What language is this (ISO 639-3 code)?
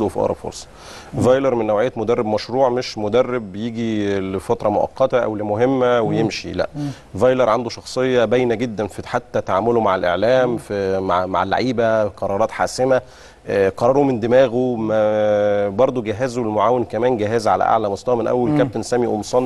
arz